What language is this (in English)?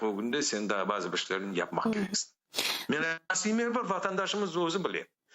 Crimean Tatar